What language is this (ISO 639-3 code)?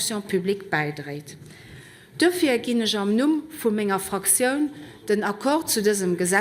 ltz